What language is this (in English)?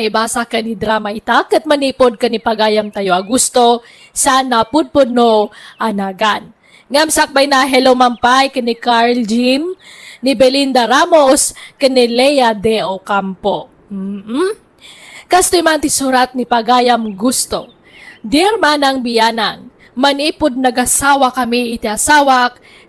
Iloko